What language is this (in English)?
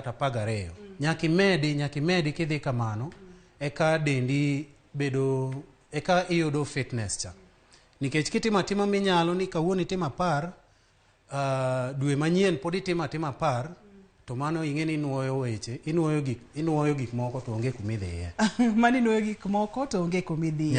Luo (Kenya and Tanzania)